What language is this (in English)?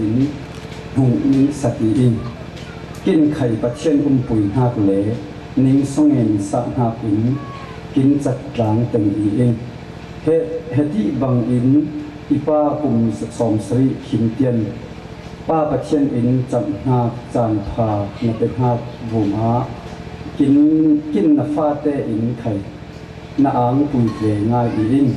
Falam Chin